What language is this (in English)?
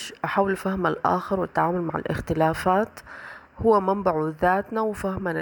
Sudanese Arabic